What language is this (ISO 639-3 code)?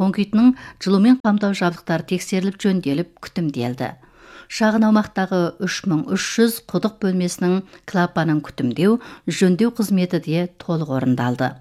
kaz